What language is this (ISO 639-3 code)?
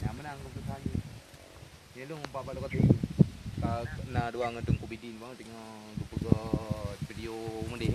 ace